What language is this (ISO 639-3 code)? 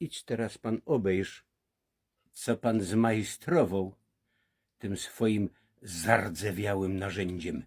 szl